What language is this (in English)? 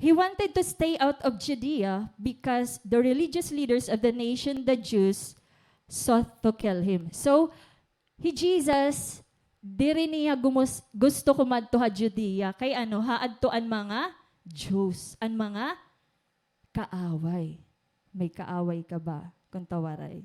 Waray